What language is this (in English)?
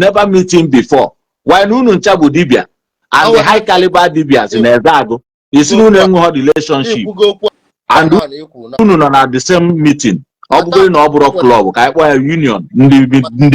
Igbo